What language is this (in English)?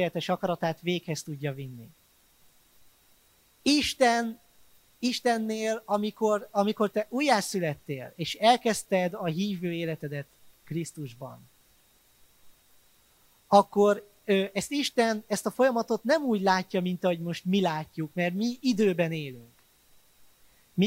Hungarian